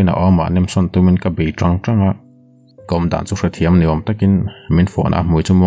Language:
Mizo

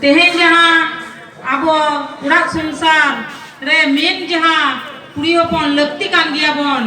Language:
Santali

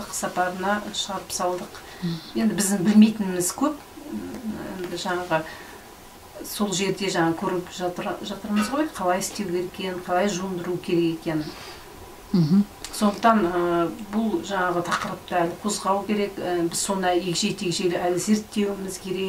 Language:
Kazakh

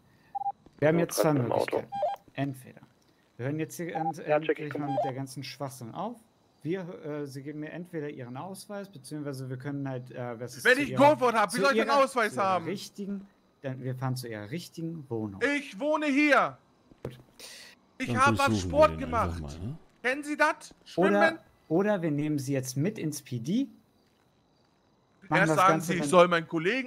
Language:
German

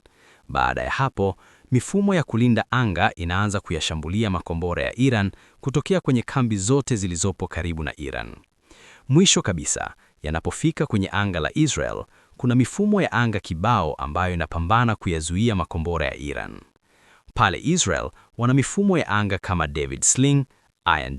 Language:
Swahili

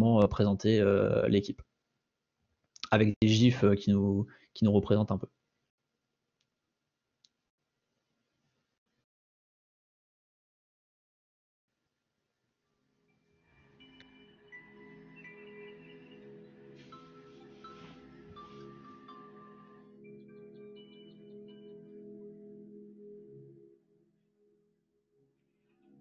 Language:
French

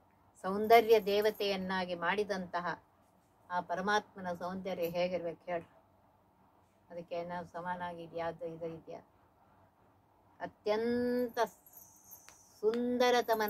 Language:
Kannada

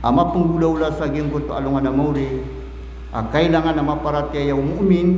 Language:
Maranao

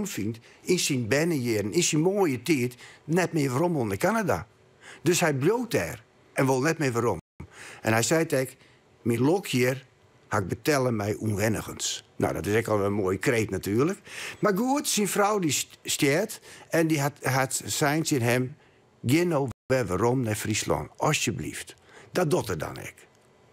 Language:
Western Frisian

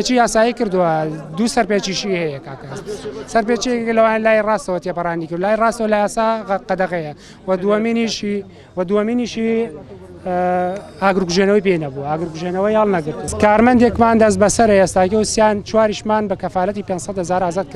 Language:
Central Kurdish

